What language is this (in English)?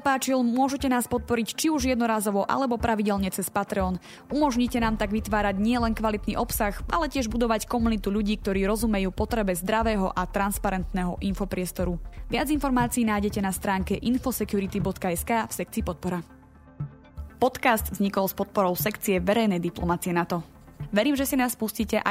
Slovak